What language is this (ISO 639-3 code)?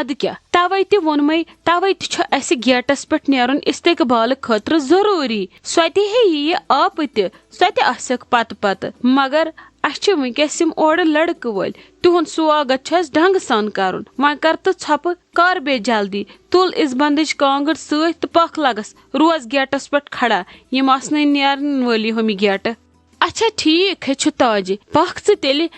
kas